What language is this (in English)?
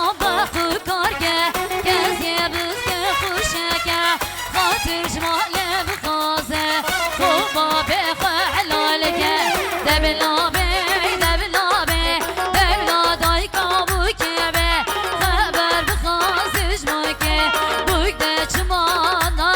Kurdish